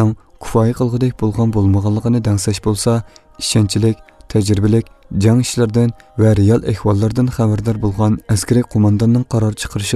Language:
Uyghur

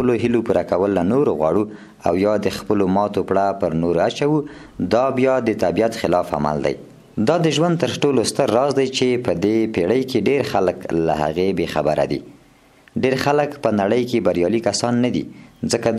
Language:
Pashto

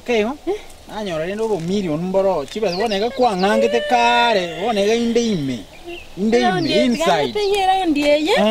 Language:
Gusii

